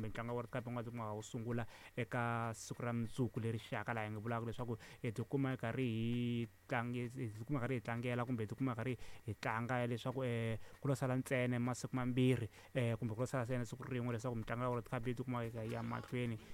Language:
Tsonga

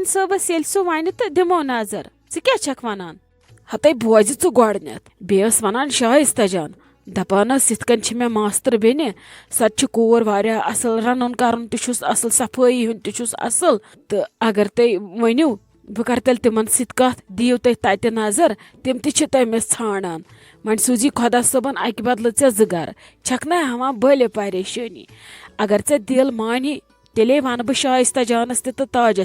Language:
Kashmiri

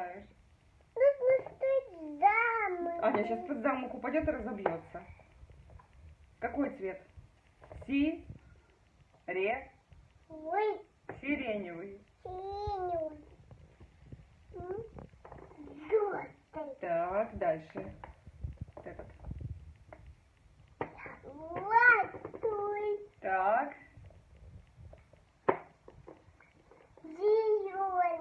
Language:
Russian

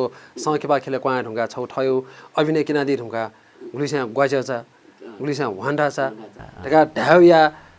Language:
Newari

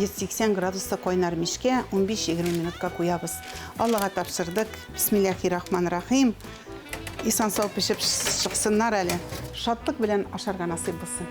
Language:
Tatar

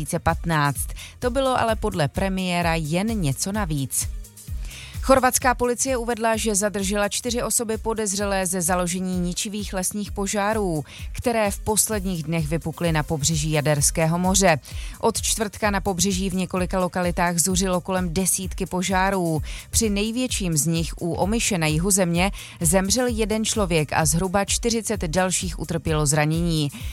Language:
Czech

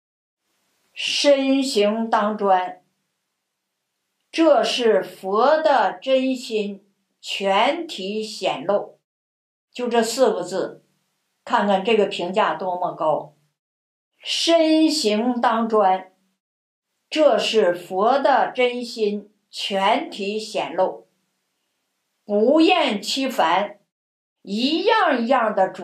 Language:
Chinese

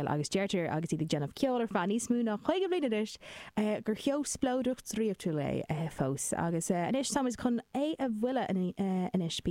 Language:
Irish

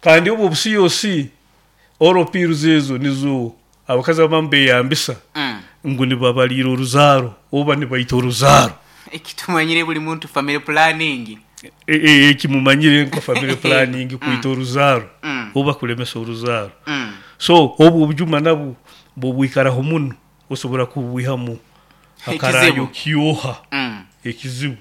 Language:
Nyoro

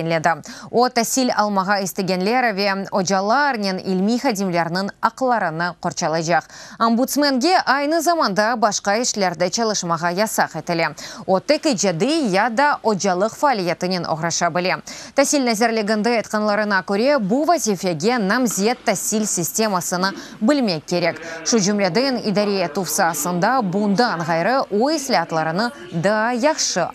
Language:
Crimean Tatar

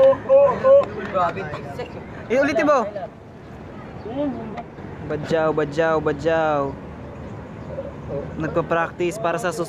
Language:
Filipino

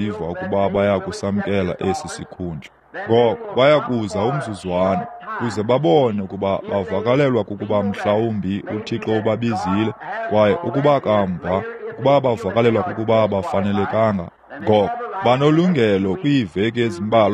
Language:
Xhosa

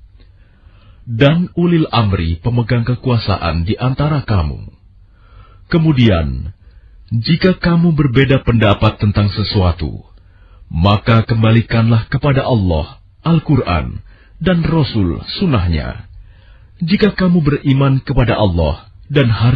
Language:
Indonesian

